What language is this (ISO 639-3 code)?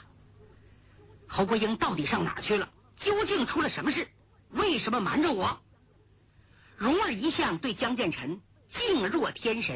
zho